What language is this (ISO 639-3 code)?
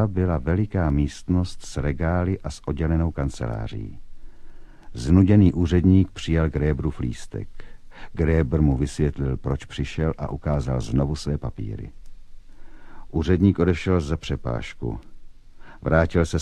ces